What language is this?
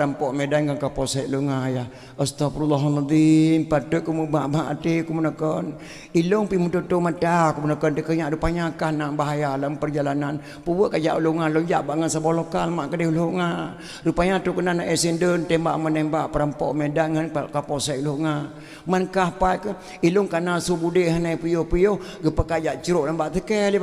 Achinese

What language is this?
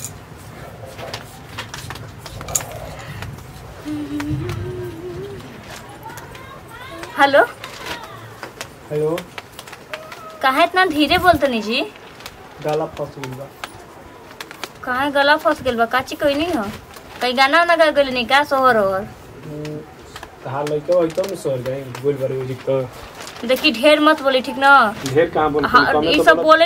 Bhojpuri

